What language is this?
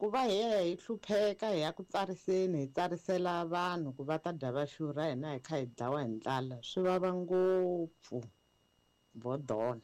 Tsonga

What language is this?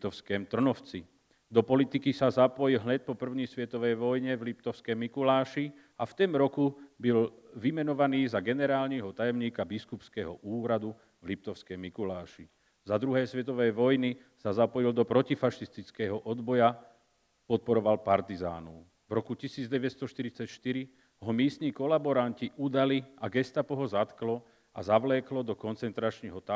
Slovak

